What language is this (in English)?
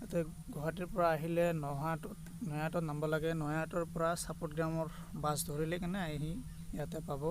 Assamese